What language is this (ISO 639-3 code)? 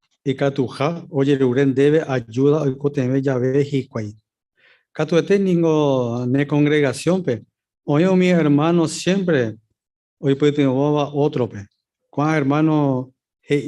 grn